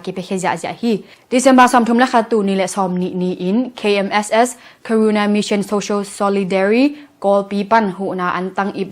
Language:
Tedim Chin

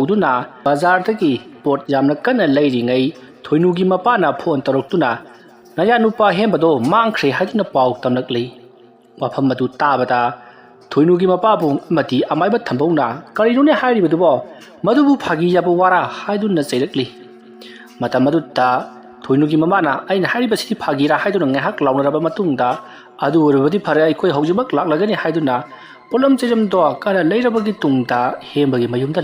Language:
Manipuri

